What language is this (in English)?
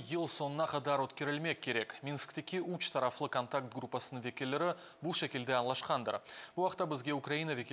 Crimean Tatar